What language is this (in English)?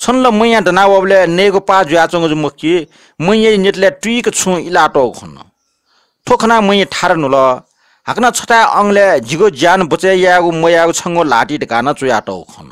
Newari